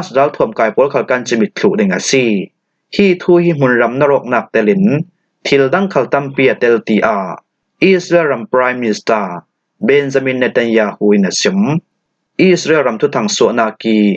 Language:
Falam Chin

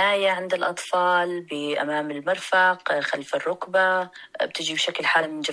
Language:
North Levantine Arabic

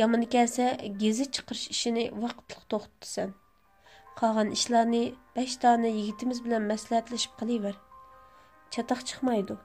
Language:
Uyghur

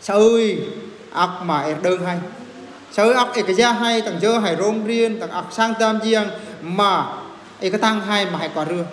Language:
Eastern Bru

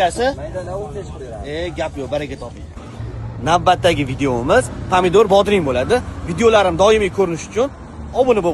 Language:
Uzbek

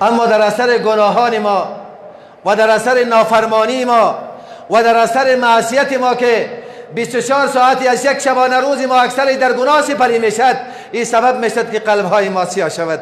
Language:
Persian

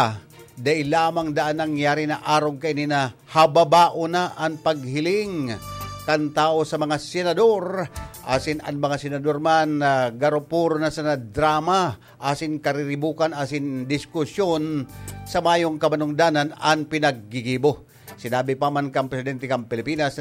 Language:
Bikol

